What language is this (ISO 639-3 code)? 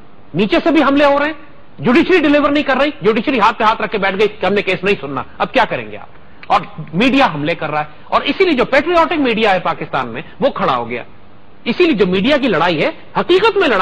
urd